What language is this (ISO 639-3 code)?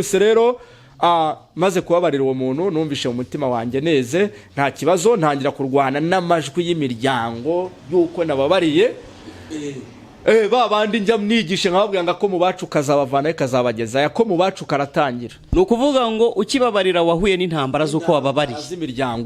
kin